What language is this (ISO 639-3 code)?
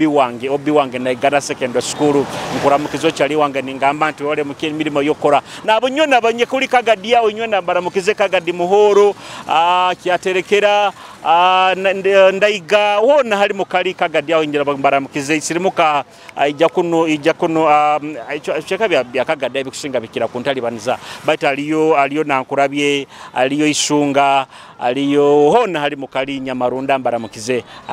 nyo